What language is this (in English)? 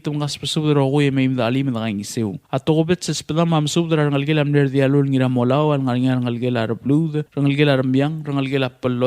Palauan